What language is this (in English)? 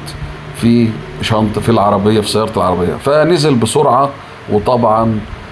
Egyptian Arabic